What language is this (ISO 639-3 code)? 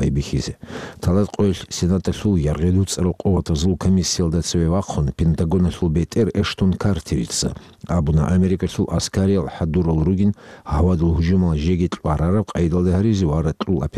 ava